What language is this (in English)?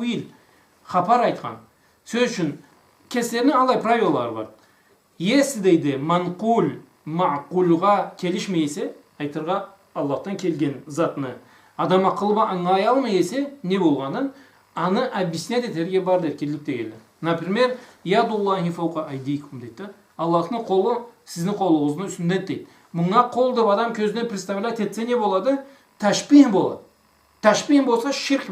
Karachay-Balkar